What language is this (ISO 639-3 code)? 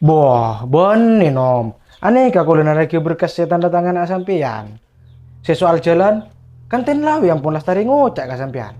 mad